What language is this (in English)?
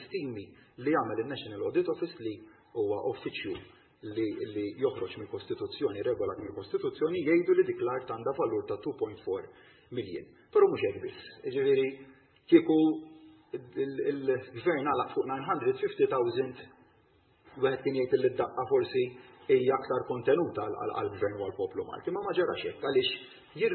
Maltese